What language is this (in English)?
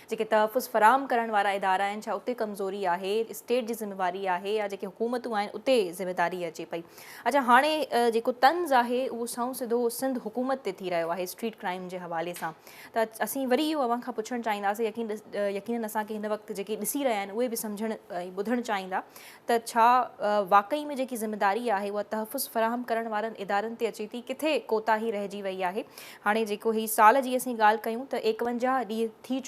Sindhi